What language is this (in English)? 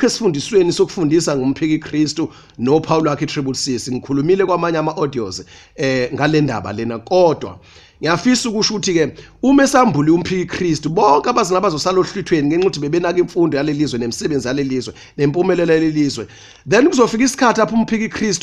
Zulu